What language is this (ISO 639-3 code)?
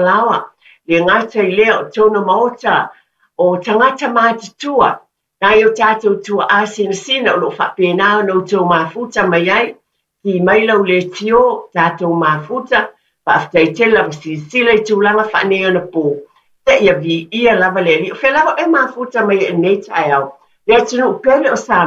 smo